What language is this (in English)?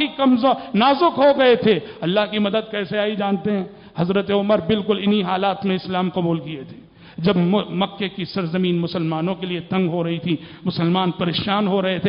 Urdu